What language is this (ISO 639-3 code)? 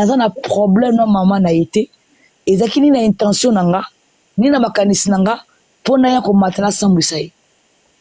lin